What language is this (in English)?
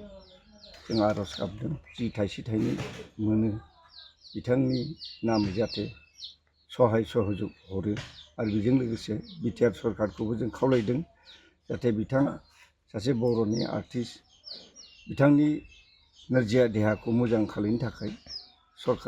Bodo